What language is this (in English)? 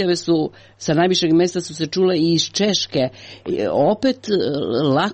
Croatian